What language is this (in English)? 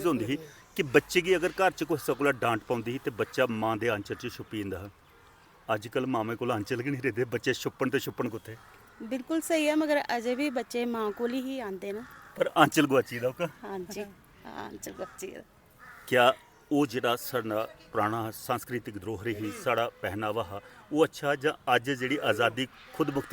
Dogri